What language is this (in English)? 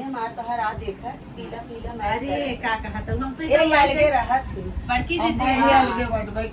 Awadhi